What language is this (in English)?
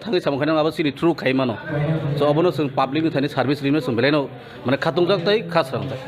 Kok Borok